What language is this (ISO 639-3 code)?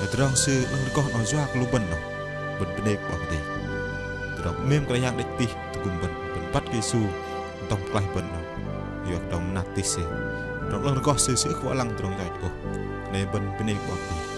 bdq